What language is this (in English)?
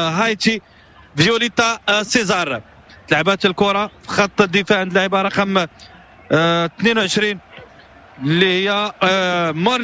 Moroccan Arabic